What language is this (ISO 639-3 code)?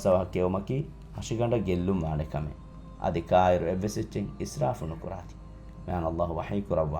div